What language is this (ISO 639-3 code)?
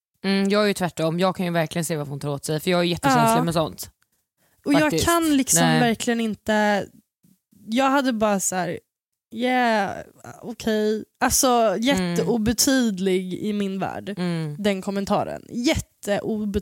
swe